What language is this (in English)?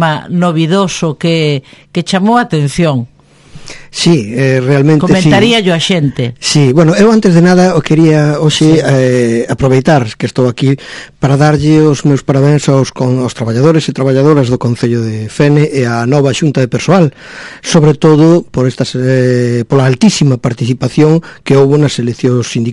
Galician